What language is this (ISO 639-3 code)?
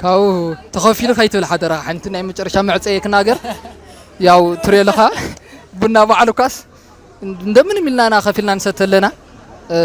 tir